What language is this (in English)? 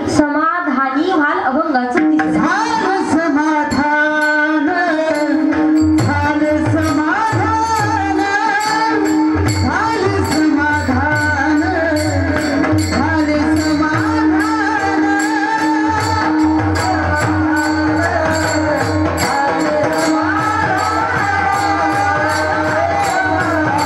Marathi